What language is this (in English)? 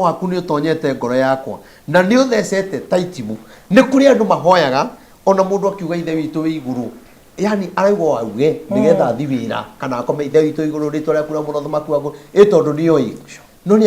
Kikuyu